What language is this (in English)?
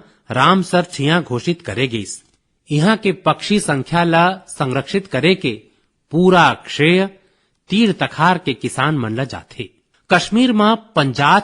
Chhattisgarhi